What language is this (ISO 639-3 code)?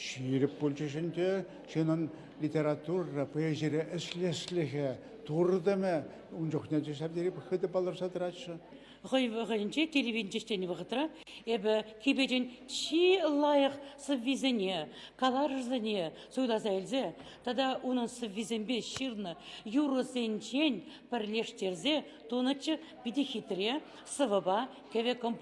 chv